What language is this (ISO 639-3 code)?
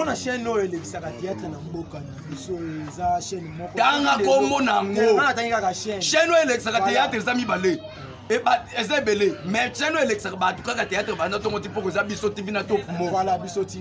lin